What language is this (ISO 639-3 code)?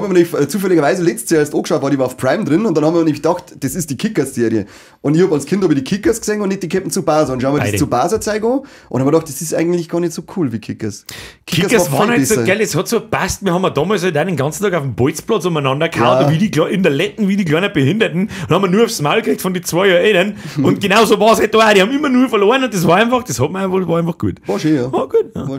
bar